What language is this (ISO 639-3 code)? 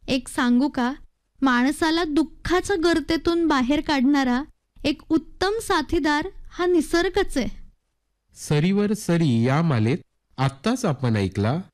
mar